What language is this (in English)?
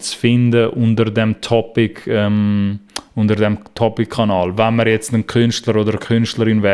Swiss German